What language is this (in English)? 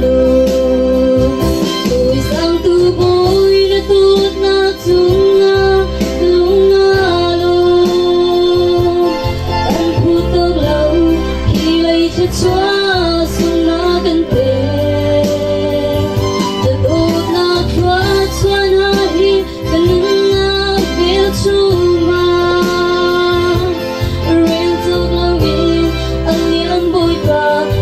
Hakha Chin